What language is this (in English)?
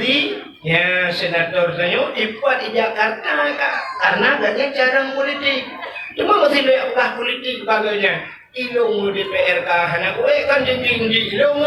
Achinese